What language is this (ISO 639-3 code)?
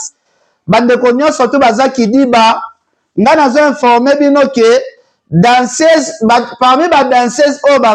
lin